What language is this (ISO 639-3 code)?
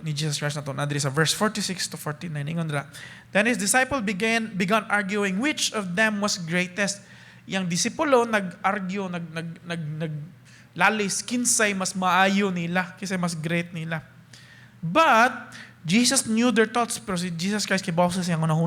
ceb